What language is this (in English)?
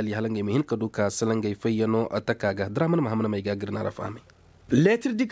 Koyraboro Senni